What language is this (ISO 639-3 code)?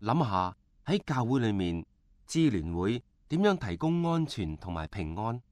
yue